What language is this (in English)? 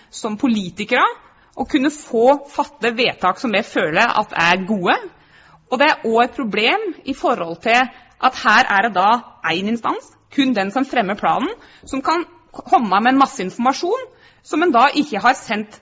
Norwegian